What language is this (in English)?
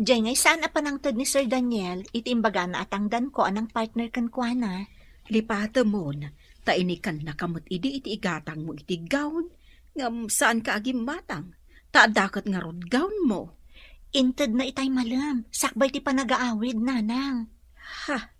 Iloko